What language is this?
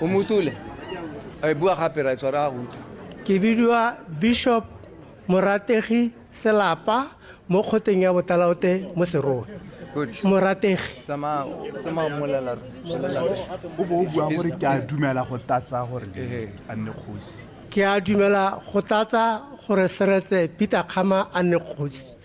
Tswana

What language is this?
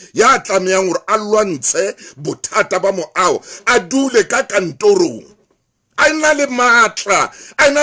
Southern Sotho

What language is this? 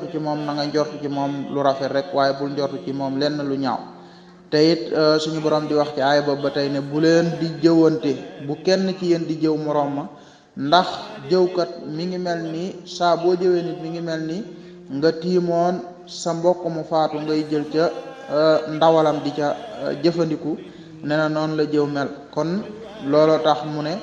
Wolof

